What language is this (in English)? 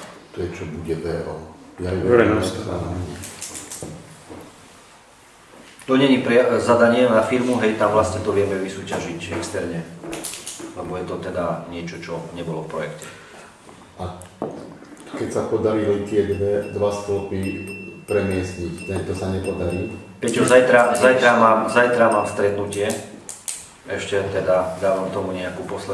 Slovak